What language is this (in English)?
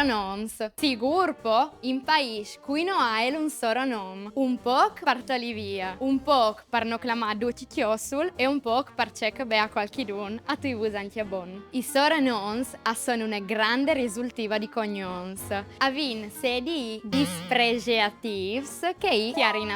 Friulian